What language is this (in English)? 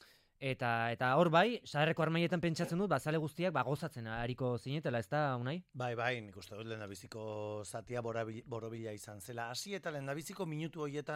Basque